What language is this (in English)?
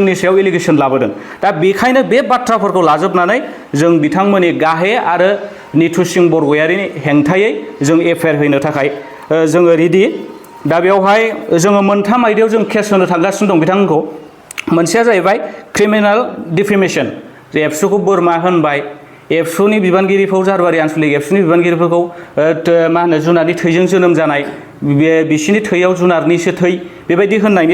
Bodo